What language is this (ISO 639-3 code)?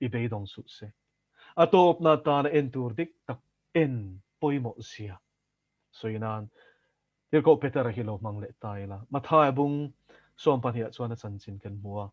lus